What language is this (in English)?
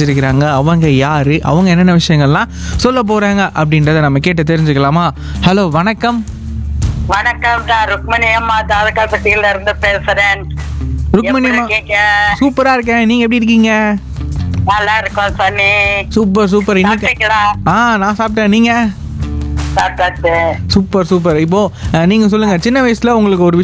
Tamil